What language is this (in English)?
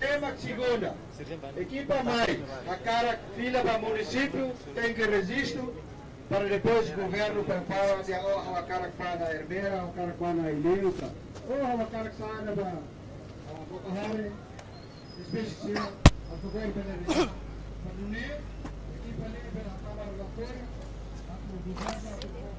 Tetum